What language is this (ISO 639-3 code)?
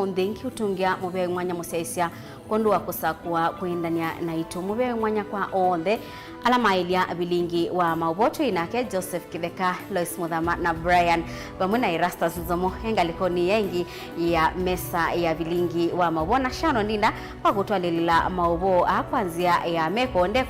kam